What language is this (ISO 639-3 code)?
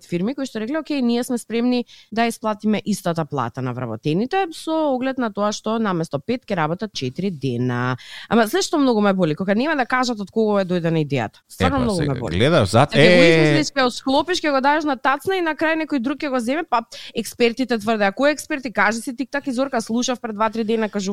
mkd